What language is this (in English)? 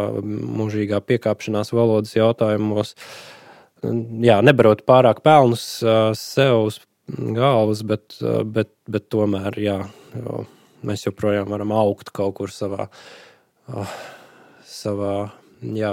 Latvian